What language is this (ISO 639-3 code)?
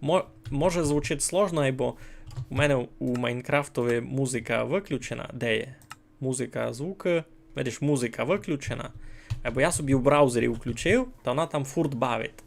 rue